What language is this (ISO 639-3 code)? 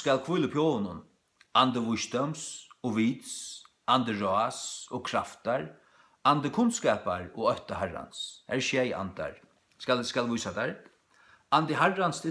fao